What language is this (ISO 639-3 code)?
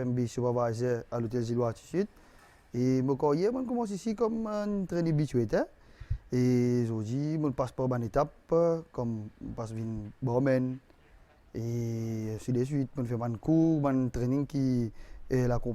mfe